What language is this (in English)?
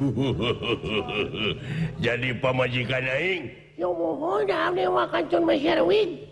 Sundanese